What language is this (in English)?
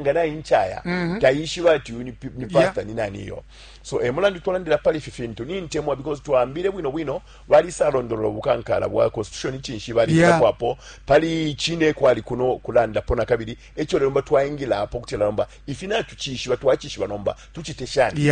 Bemba